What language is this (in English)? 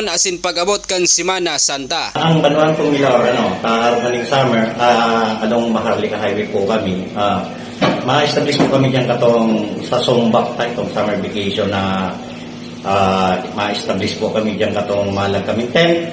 Bikol